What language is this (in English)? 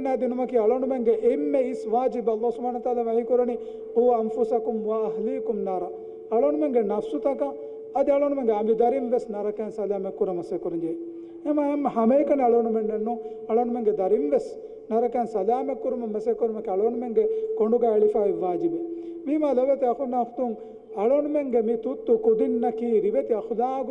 Divehi